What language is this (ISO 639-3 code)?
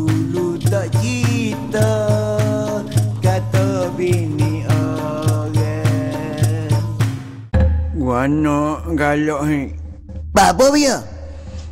msa